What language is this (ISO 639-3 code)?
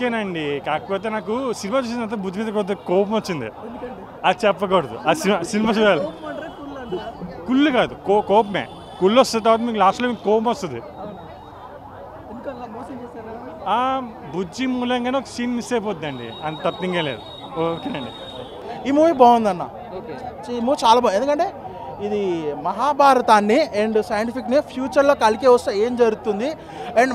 tel